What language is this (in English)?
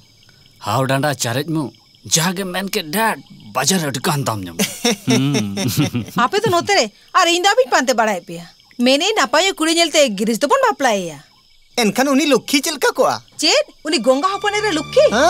Santali